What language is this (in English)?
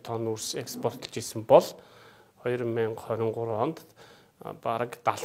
Mongolian